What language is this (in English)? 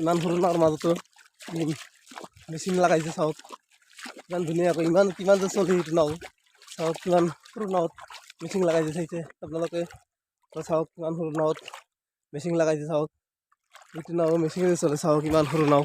Assamese